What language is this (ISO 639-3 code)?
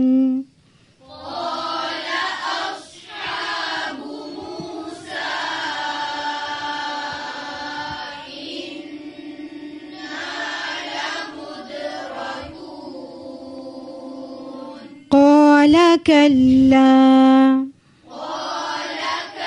ara